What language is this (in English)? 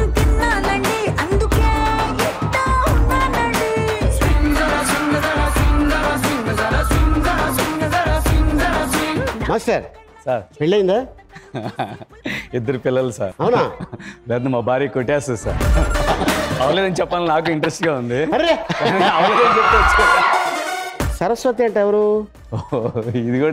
Telugu